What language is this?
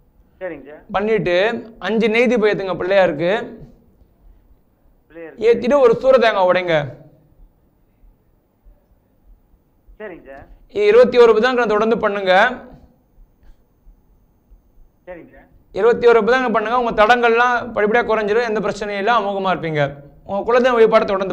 Tamil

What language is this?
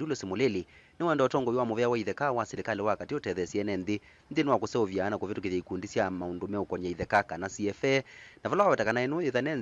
Kamba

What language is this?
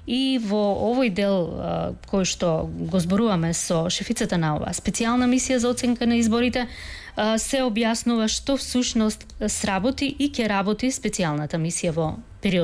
Macedonian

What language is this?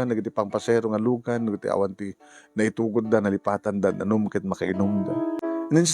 Iloko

